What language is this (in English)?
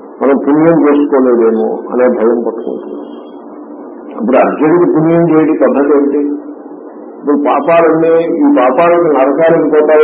Telugu